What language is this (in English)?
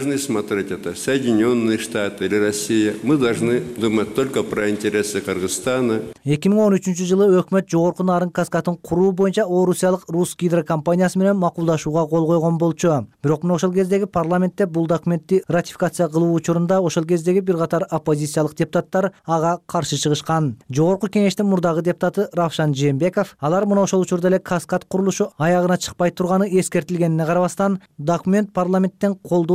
Kyrgyz